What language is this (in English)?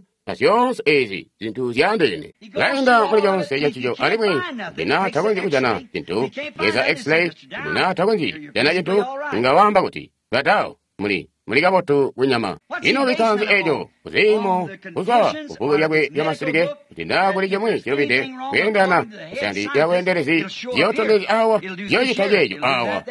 Tonga (Zambia)